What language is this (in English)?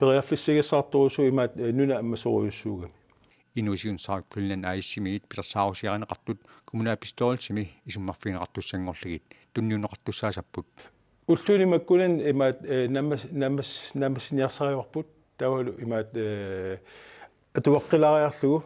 Kalaallisut